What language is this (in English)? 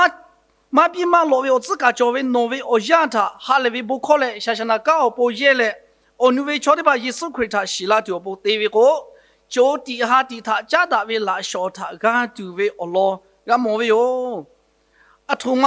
Lahu